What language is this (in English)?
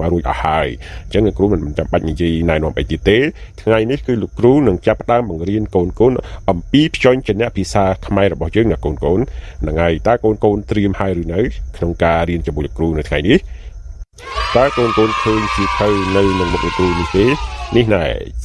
Khmer